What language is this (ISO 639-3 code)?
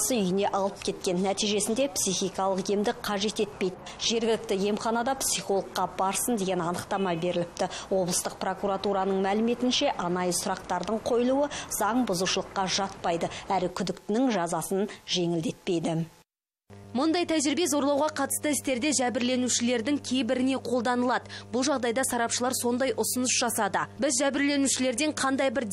kaz